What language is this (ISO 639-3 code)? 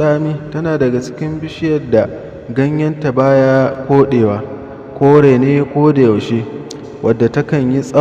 hau